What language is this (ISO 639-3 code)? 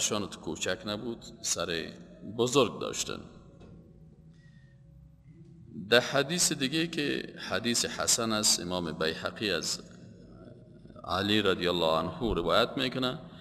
fas